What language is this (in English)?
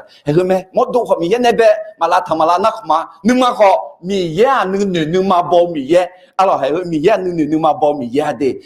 Akha